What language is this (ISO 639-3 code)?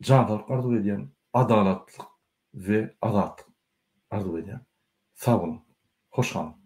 tuk